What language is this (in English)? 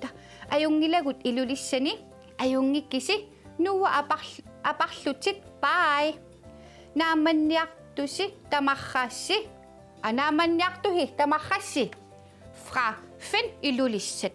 Kalaallisut